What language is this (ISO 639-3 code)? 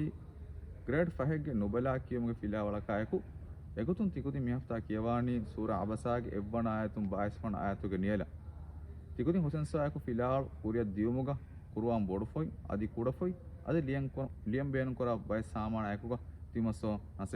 div